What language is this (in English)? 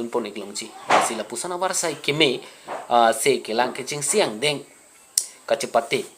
Karbi